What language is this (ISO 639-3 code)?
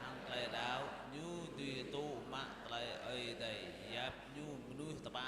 jra